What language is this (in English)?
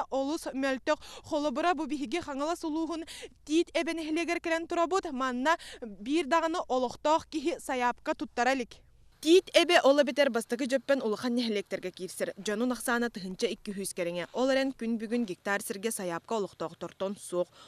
Yakut